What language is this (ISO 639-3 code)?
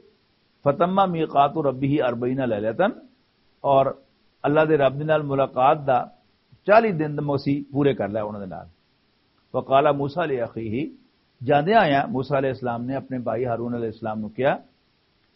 lah